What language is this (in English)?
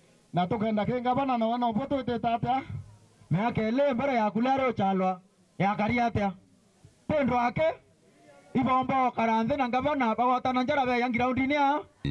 Meru